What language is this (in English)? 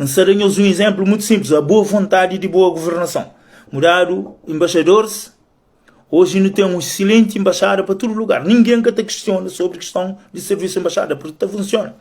Kabuverdianu